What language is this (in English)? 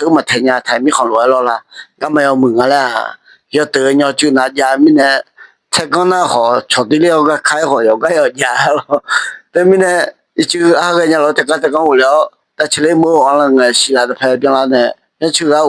Akha